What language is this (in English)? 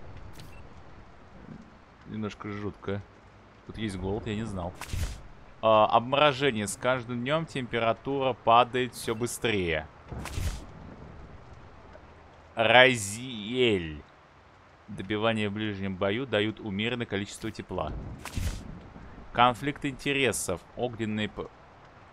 Russian